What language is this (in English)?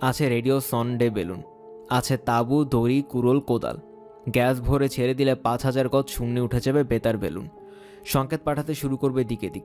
Bangla